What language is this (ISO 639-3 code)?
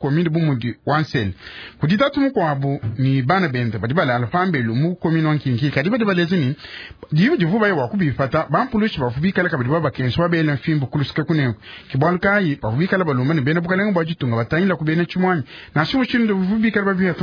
lua